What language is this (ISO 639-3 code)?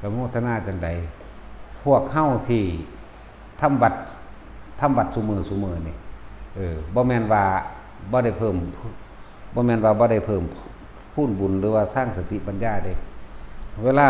tts